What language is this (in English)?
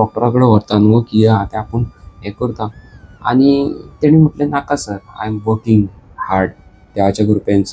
Konkani